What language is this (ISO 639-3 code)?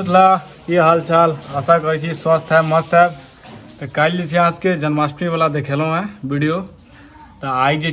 mai